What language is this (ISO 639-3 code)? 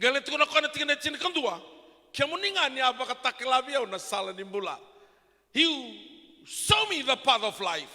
fij